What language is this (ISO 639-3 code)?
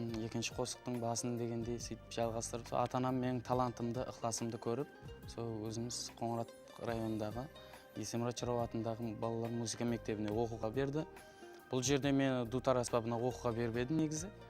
kaa